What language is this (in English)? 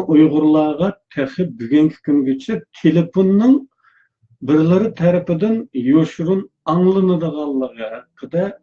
Uyghur